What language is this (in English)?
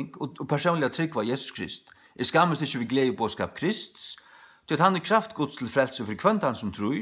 Faroese